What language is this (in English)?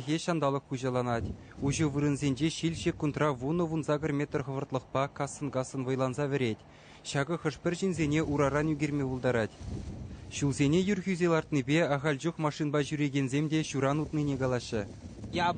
Chuvash